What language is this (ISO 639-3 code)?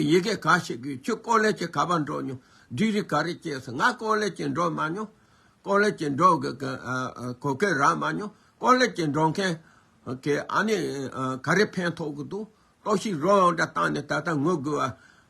bod